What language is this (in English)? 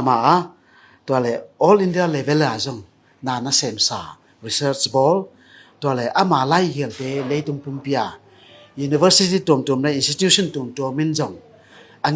Tedim Chin